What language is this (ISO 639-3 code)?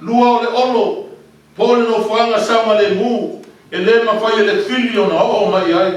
smo